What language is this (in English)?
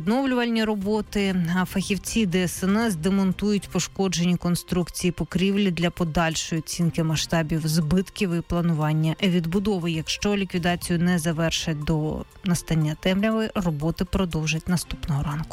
Ukrainian